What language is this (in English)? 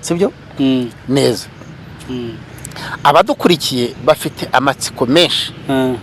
Kinyarwanda